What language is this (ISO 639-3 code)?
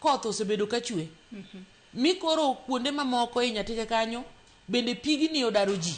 luo